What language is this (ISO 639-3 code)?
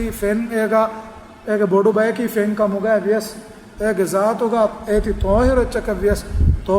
div